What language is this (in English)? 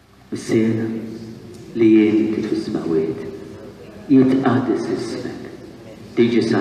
Maltese